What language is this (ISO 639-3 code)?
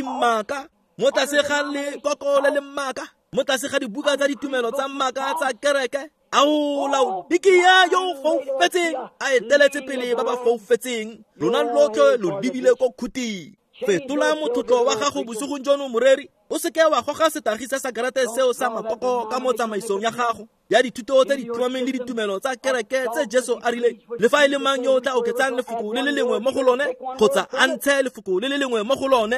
tsn